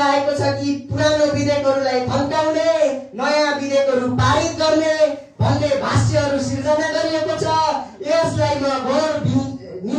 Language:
Nepali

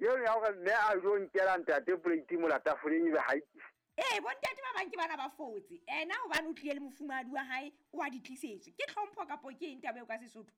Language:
Southern Sotho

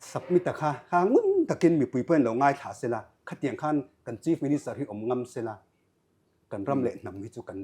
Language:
Mizo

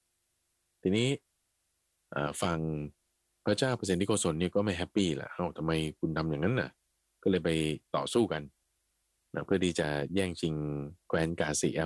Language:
Thai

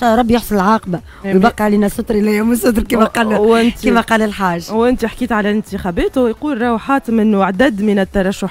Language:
Tunisian Arabic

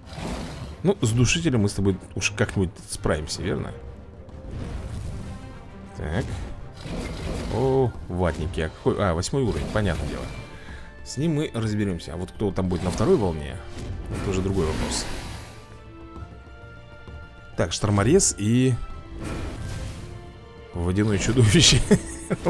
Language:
Russian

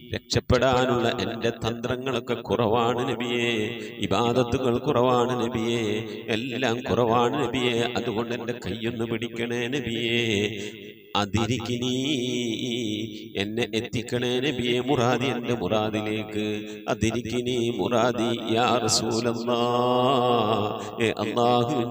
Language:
Malayalam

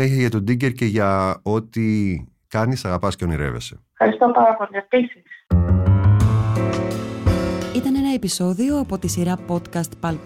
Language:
Greek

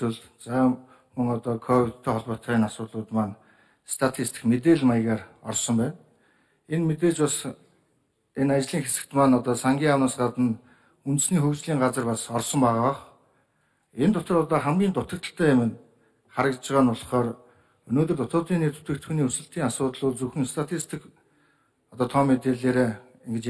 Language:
Mongolian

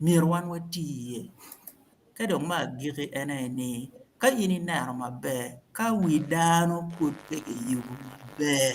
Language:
Acoli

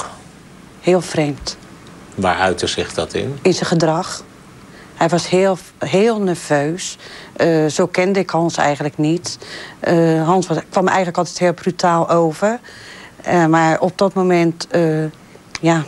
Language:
Dutch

